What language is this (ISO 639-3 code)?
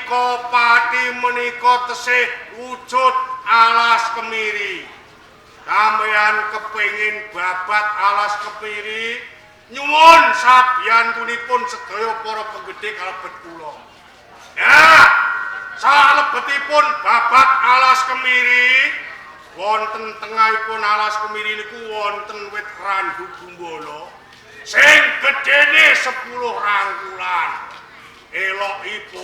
jav